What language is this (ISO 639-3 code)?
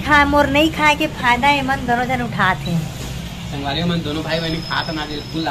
hne